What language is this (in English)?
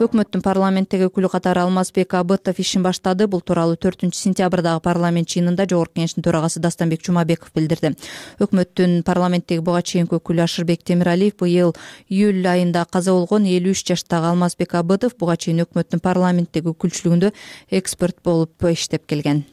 Kyrgyz